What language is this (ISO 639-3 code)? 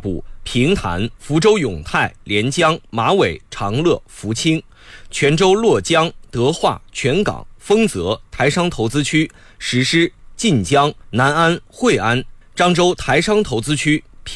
zho